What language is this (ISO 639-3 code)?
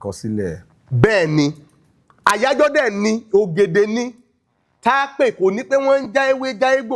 yor